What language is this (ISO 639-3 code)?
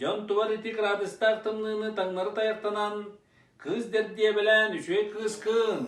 sah